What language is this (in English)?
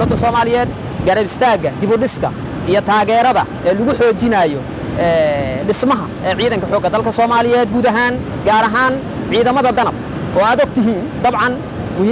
Somali